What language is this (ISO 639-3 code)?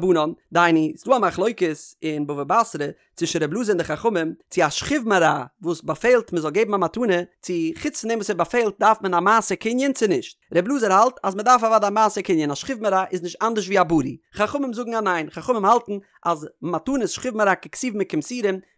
yid